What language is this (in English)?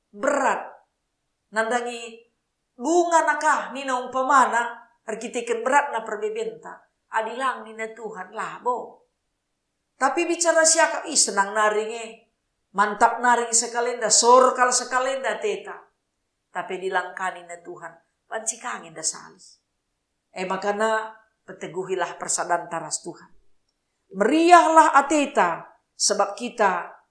Batak Karo